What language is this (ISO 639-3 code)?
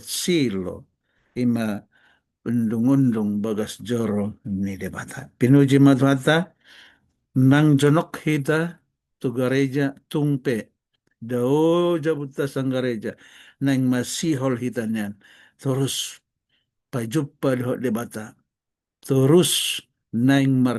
bbc